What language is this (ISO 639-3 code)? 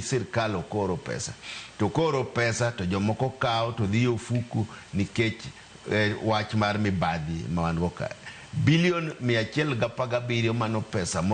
luo